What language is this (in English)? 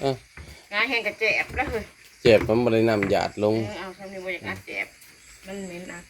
Northeastern Thai